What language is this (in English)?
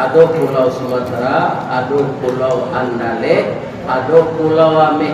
Minangkabau